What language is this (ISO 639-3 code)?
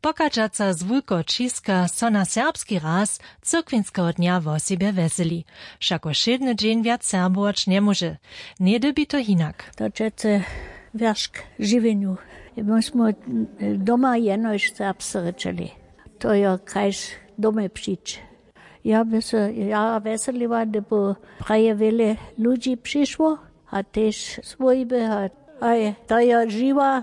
hsb